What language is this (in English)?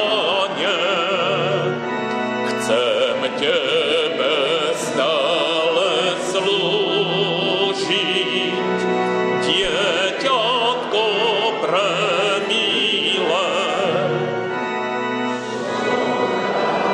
Slovak